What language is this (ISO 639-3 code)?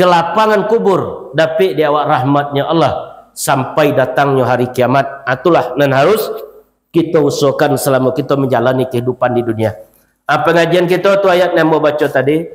min